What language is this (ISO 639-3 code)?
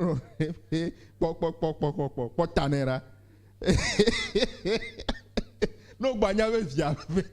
ewe